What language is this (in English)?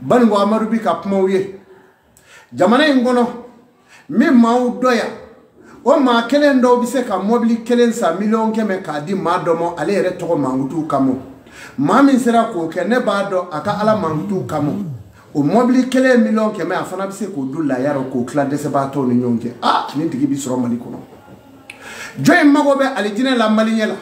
Bambara